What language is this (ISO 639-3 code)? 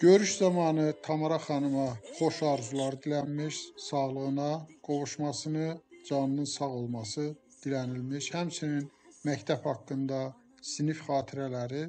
aze